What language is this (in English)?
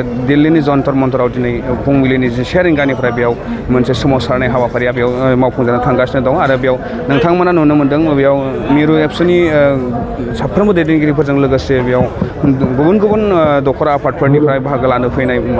Bodo